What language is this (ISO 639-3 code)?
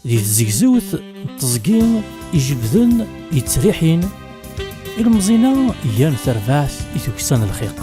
kab